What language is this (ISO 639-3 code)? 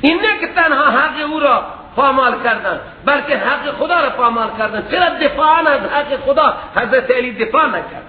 fas